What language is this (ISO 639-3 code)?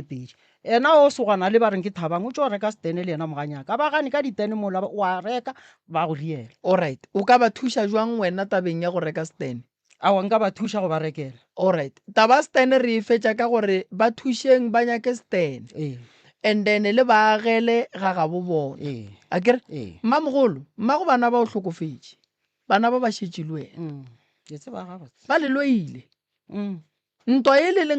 nso